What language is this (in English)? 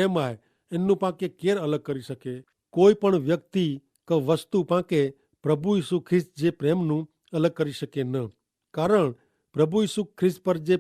Kachhi